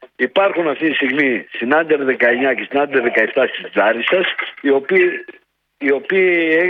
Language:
Greek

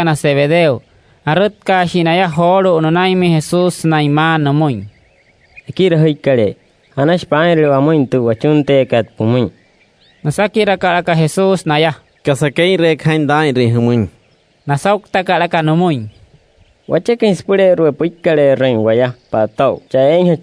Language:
Wayuu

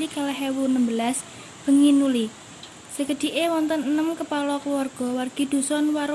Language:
Javanese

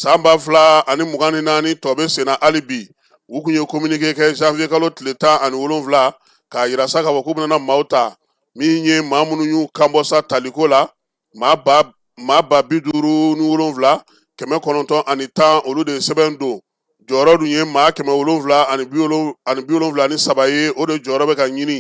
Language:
Bambara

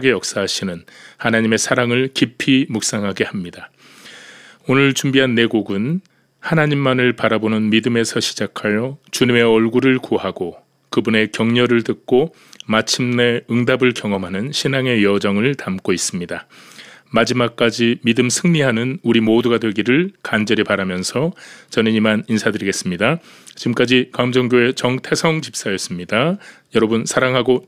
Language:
Korean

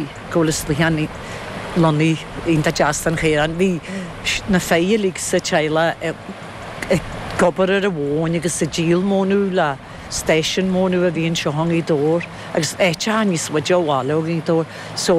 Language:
Irish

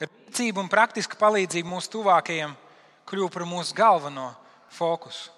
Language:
Latvian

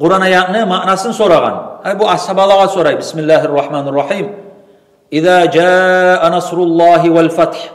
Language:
Kumyk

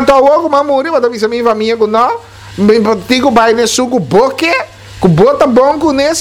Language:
Papiamento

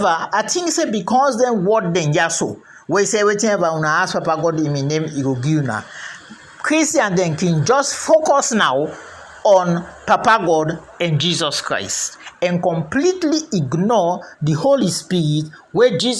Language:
Krio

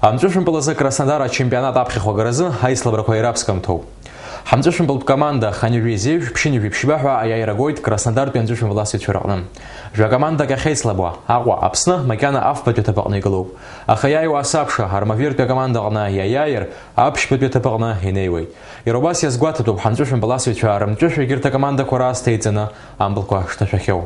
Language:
Abkhazian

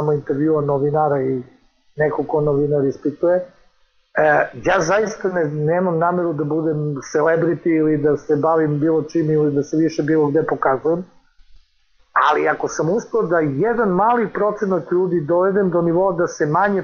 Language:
Serbian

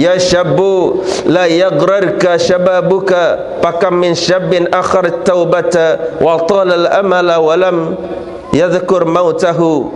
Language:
Sasak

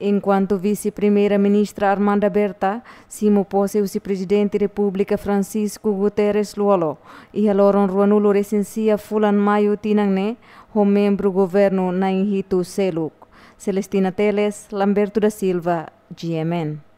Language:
Tetum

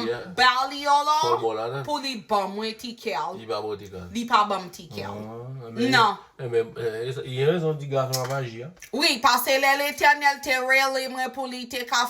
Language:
Haitian Creole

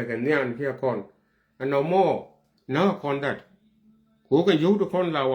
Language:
Nuer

